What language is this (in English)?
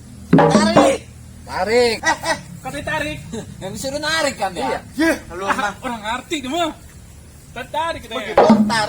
Betawi